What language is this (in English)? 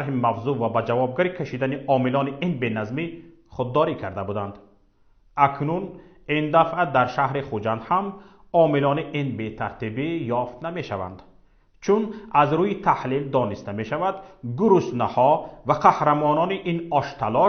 Tajik